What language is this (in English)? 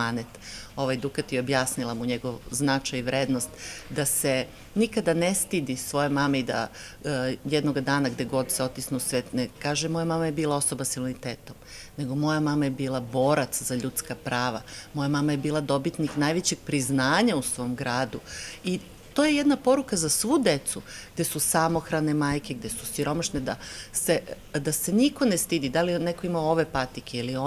Serbian